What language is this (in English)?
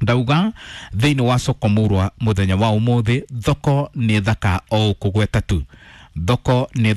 Kikuyu